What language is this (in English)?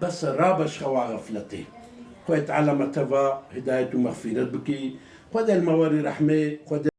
Kurdish